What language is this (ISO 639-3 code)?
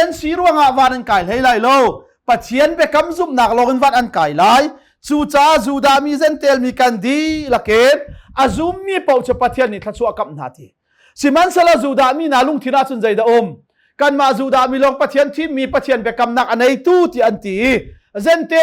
cnh